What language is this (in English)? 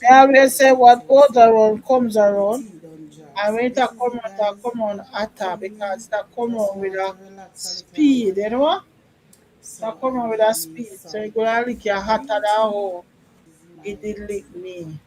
Jamaican Creole English